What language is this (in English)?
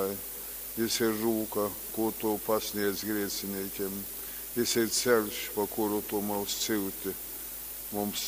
Latgalian